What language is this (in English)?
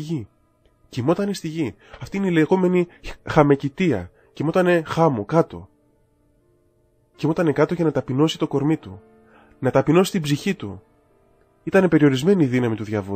Greek